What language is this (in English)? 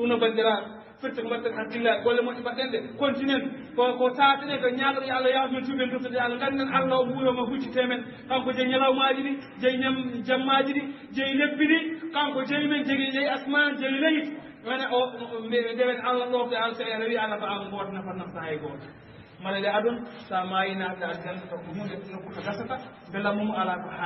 Fula